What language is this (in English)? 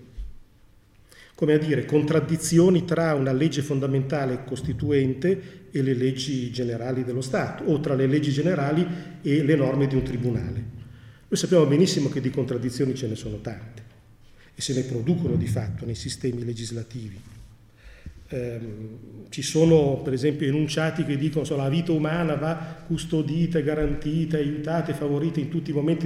Italian